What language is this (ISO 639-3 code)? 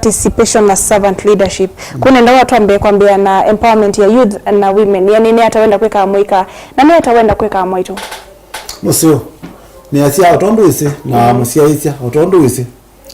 kam